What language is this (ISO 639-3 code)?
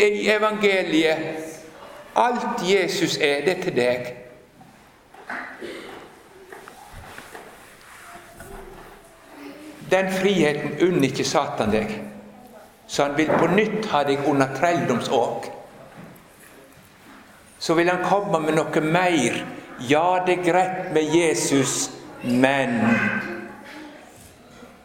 nor